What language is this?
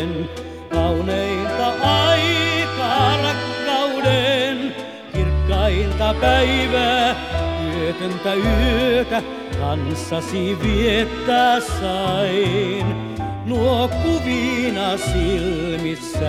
Finnish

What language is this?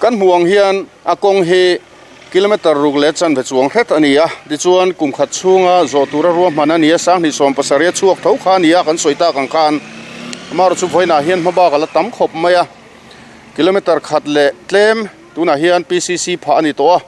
Mizo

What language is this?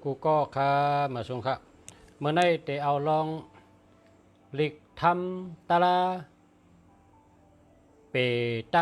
Shan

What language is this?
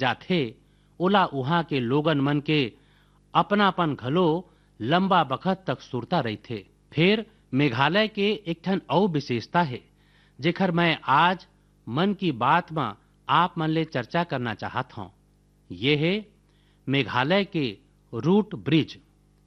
Chhattisgarhi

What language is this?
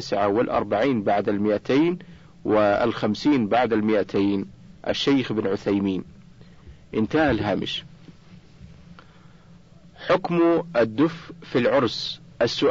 Arabic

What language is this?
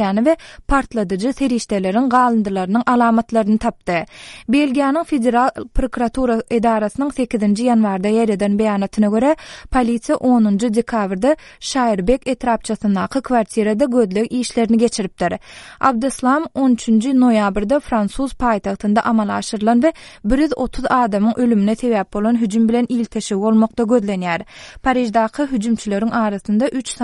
Turkmen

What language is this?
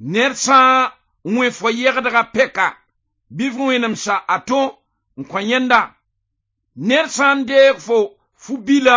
Mossi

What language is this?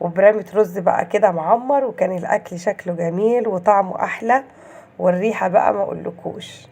Egyptian Arabic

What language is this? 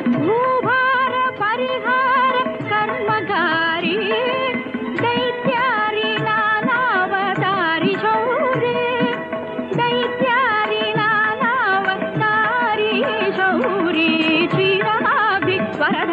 Kannada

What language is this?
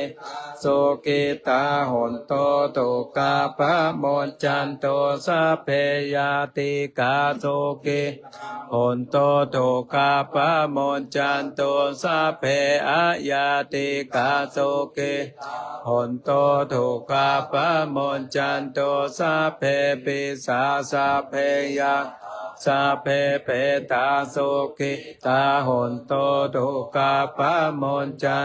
Pali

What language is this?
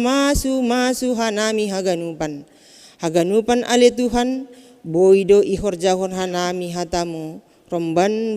Batak Simalungun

